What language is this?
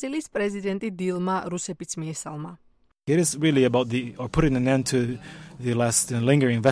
Georgian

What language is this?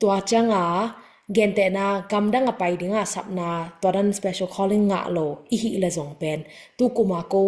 Tedim Chin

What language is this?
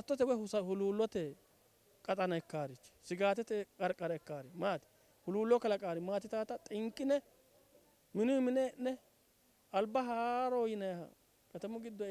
Sidamo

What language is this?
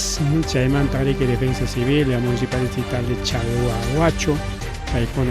Ayacucho Quechua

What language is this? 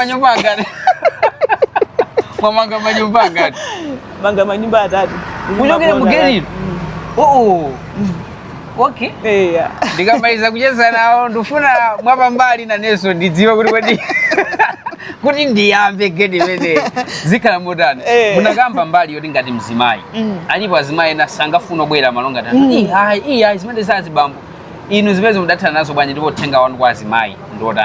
Nyanja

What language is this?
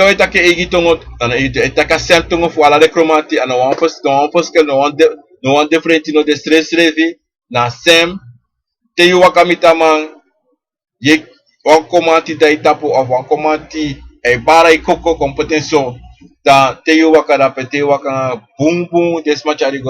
Sranan Tongo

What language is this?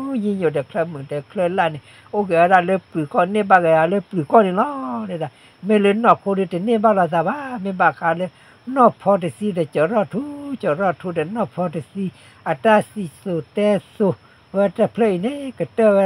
S'gaw Karen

